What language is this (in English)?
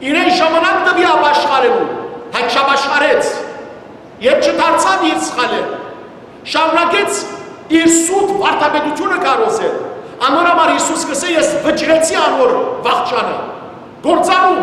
Western Armenian